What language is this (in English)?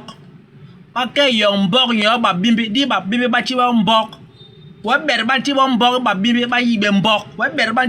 Basaa